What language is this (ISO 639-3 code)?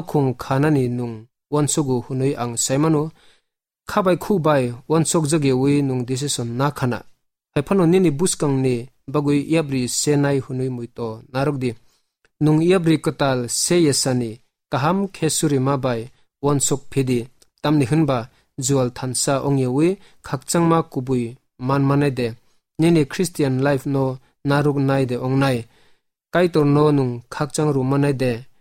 trp